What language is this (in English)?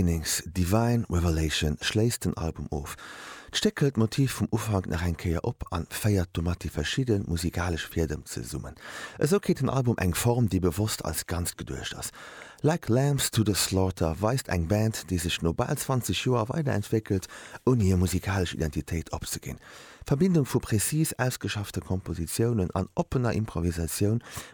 Luxembourgish